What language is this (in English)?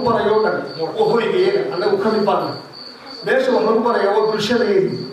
Somali